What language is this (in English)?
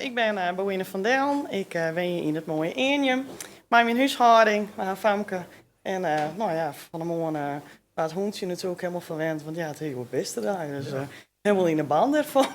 Western Frisian